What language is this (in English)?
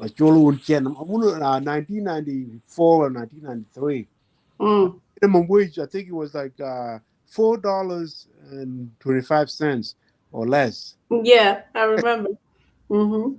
Acoli